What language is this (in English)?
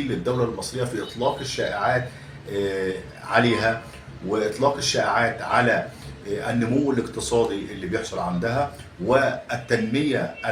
Egyptian Arabic